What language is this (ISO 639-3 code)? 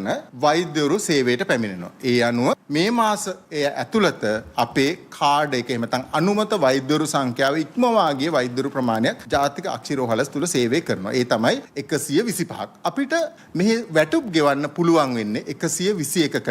sin